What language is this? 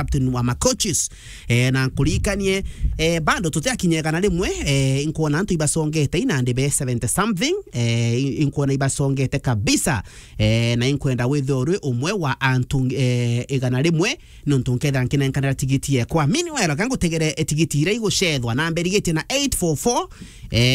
Meru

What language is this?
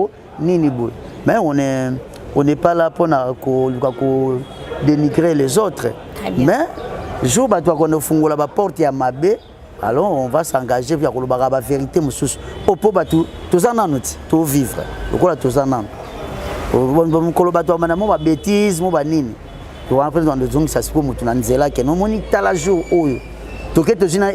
Lingala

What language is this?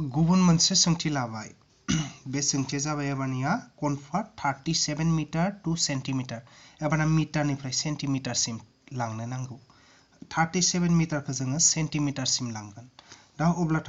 Bodo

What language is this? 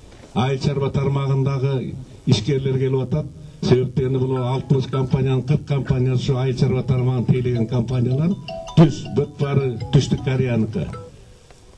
Kyrgyz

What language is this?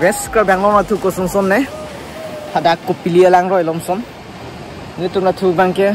Karbi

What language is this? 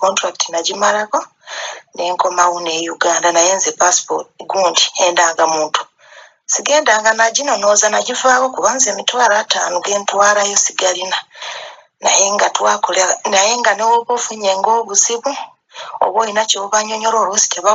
Ganda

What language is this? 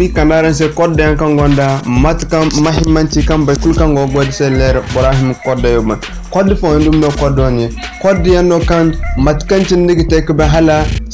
Zarma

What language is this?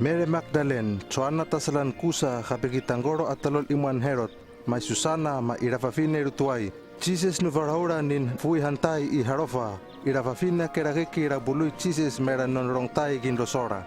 Hano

